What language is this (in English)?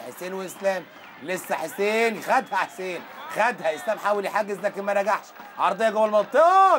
Egyptian Arabic